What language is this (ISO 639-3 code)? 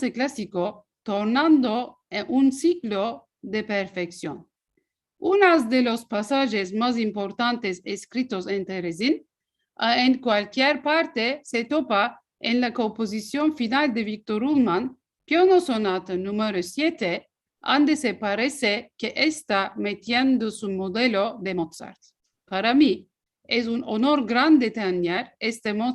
lad